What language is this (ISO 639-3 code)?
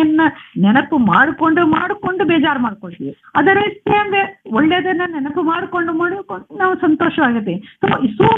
kan